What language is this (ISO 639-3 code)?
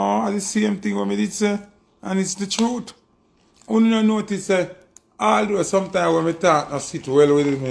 jam